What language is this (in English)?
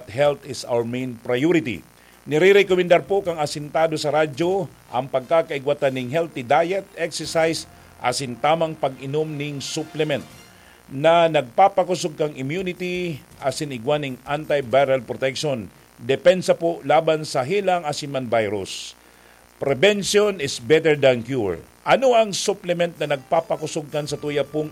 Bikol